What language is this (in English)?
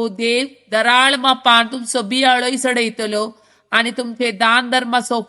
Konkani